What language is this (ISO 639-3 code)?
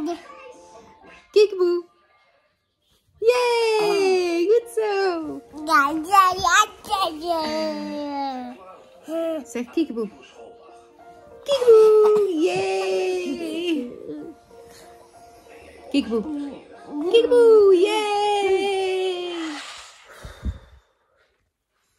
nld